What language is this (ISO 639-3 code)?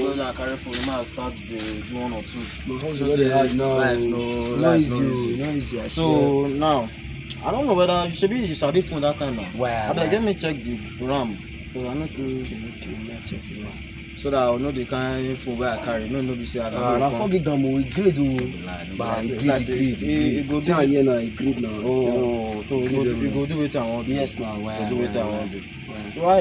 pcm